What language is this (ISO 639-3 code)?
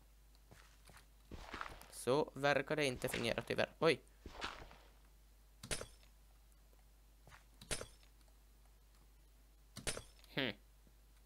swe